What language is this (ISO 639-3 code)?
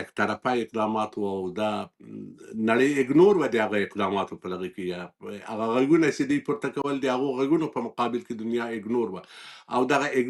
pus